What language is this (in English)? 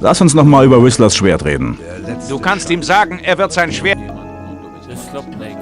Bavarian